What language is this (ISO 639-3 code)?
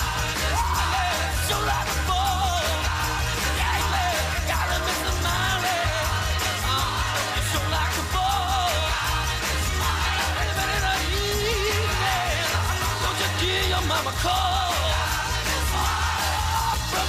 eng